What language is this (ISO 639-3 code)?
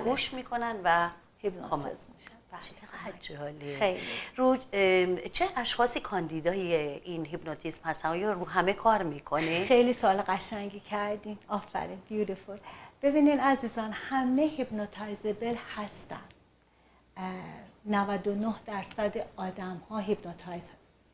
fas